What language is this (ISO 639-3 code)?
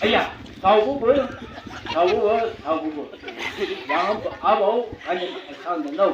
nbc